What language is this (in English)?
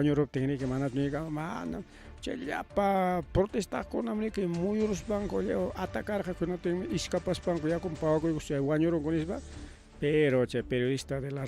Ayacucho Quechua